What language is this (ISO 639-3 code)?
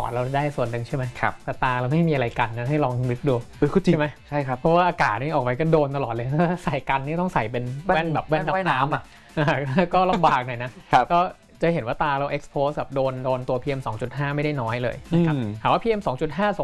tha